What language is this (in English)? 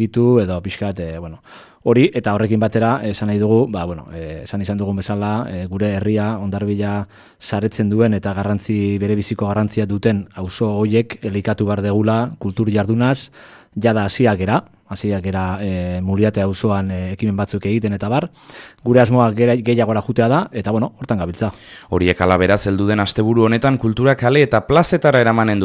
Basque